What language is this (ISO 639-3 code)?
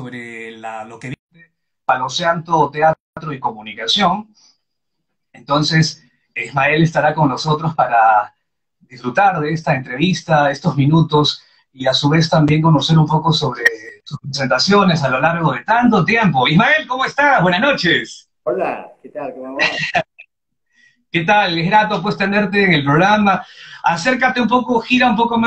spa